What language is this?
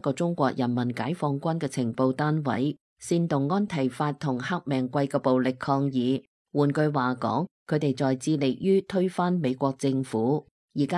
Cantonese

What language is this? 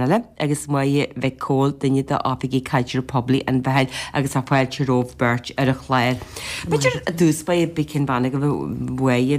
Irish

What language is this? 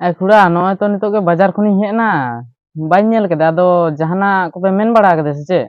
Santali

